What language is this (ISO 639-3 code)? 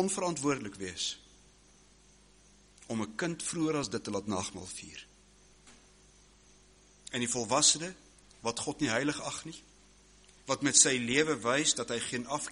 afr